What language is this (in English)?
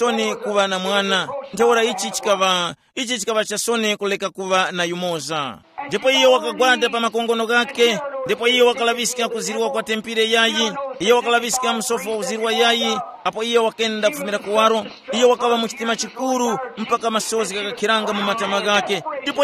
Tumbuka